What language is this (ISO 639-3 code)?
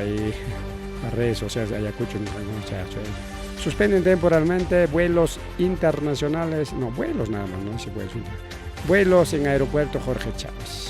quy